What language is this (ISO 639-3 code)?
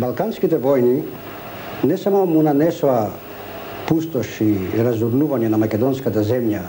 mkd